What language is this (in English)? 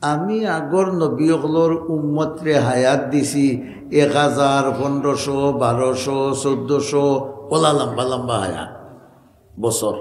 Sylheti